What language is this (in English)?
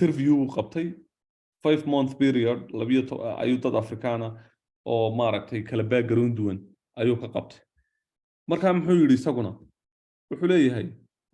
Somali